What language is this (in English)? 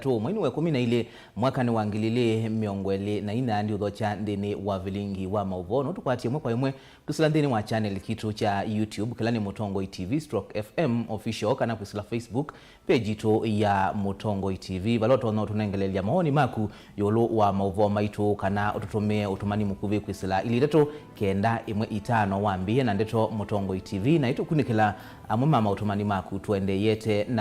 Kamba